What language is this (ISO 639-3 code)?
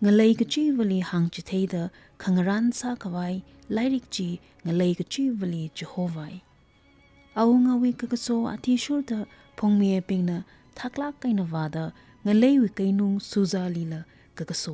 nmf